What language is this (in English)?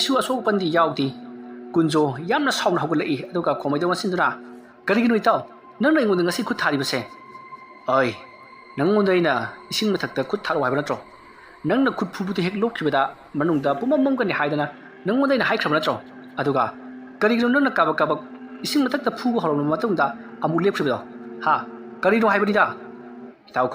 Manipuri